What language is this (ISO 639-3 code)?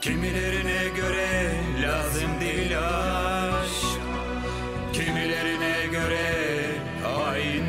gag